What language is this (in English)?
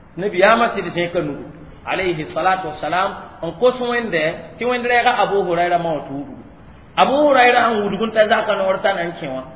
Mossi